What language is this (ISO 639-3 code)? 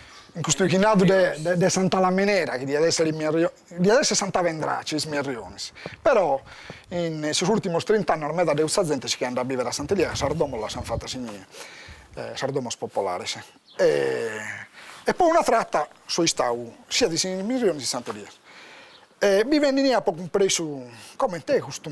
srd